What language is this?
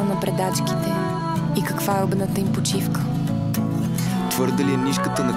Bulgarian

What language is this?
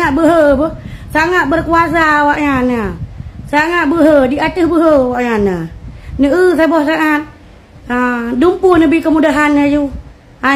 Achinese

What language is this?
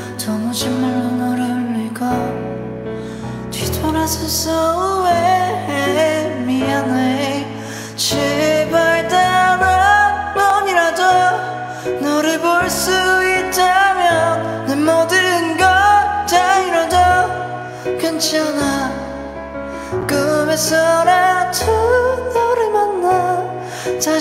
Korean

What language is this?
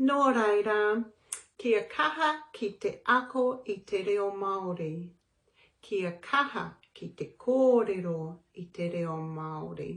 Māori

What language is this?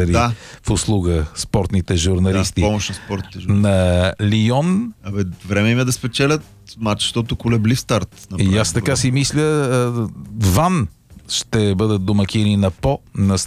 Bulgarian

